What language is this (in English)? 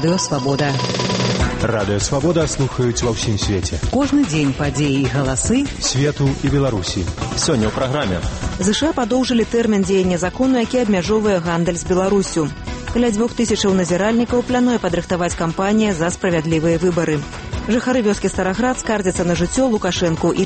Belarusian